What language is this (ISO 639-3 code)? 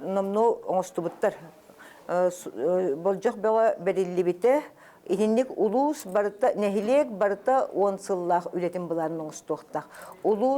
sah